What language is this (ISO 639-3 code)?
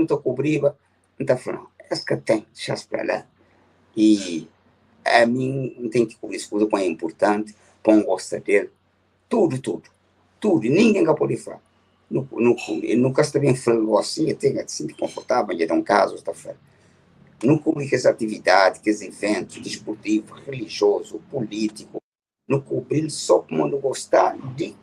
kea